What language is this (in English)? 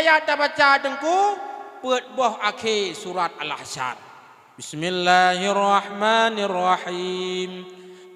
Achinese